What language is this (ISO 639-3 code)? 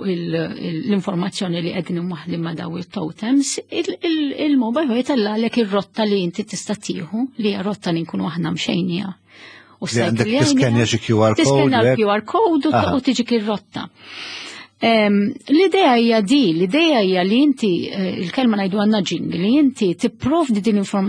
mlt